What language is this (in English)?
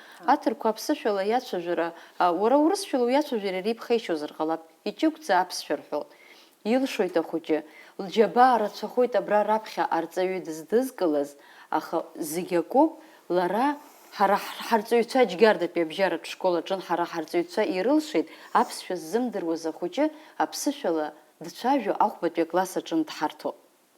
Abkhazian